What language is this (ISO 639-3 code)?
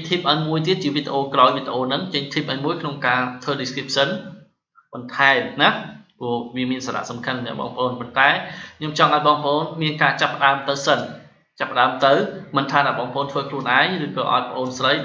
khm